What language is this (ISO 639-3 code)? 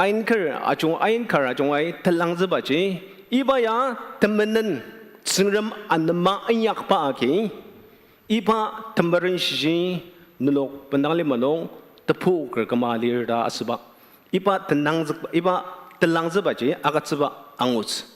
njo